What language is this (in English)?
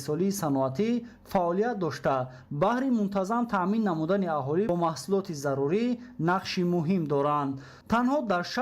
Tajik